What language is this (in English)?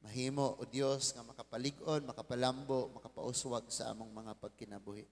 Cebuano